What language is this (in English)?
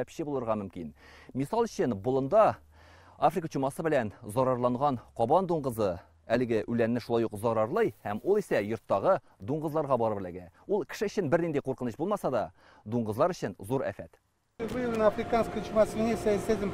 Tatar